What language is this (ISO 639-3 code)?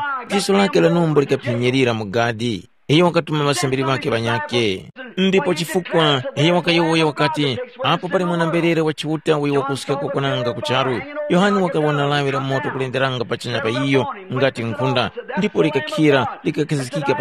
tum